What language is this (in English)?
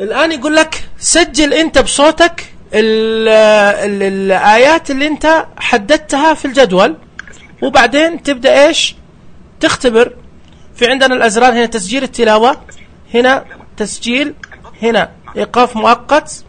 Najdi Arabic